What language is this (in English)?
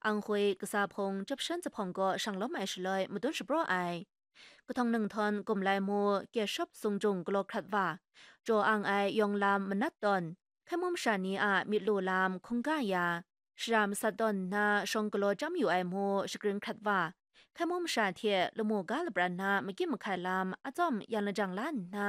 Kachin